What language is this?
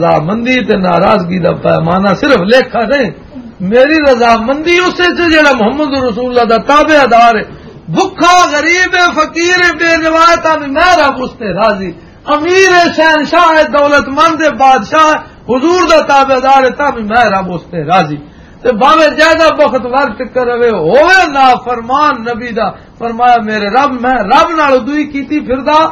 Western Panjabi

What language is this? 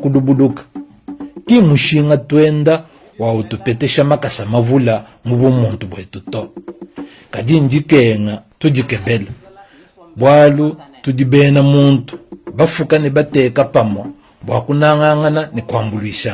Luba-Lulua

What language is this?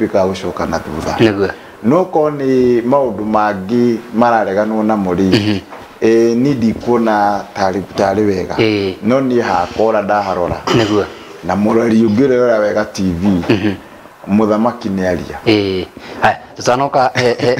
Kikuyu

